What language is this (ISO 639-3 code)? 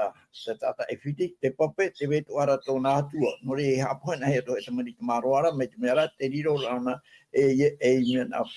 tah